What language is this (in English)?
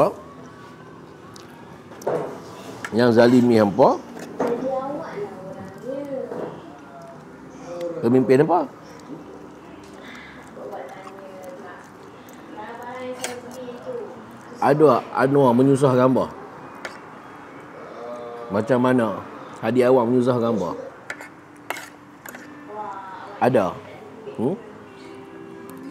Malay